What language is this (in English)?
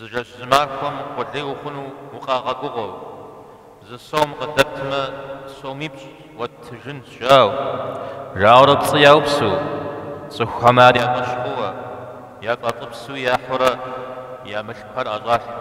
Kabardian